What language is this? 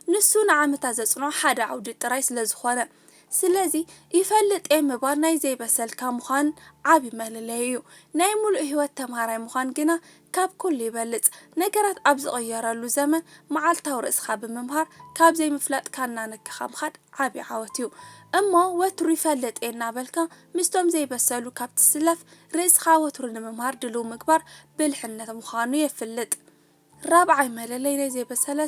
Tigrinya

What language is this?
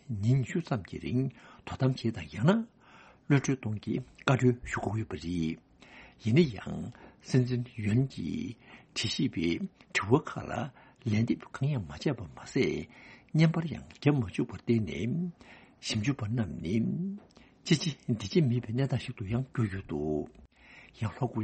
Tibetan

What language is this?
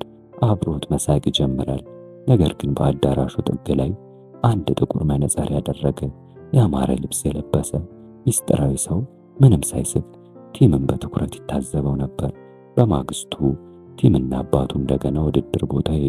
Amharic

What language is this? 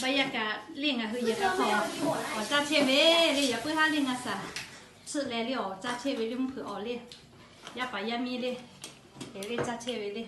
Lahu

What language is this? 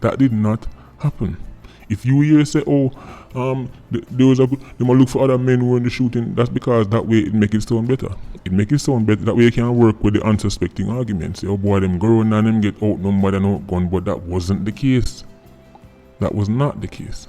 Jamaican Creole English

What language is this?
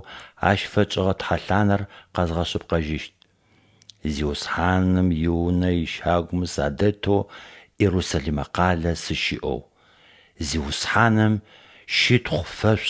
Adyghe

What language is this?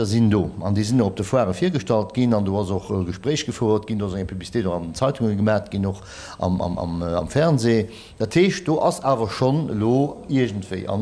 Luxembourgish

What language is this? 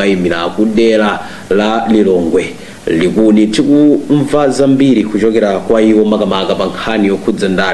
Nyanja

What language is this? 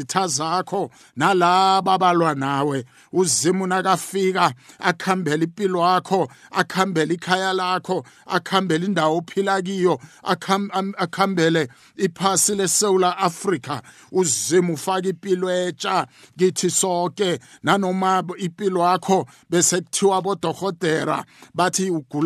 South Ndebele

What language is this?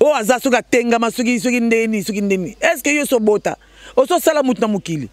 Lingala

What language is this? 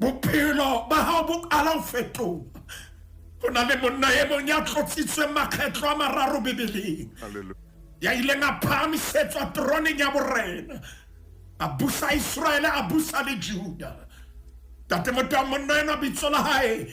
Southern Sotho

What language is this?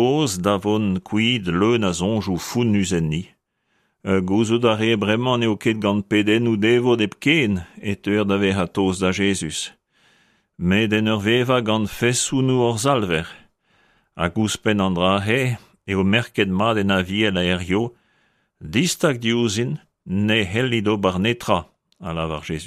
Breton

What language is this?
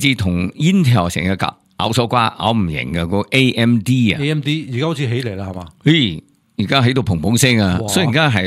Cantonese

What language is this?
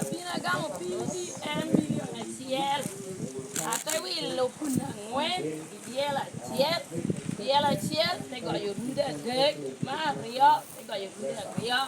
Lango (Uganda)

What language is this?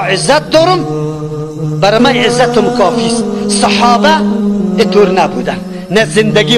Tajik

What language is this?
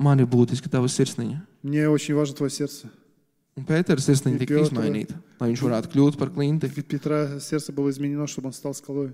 Latvian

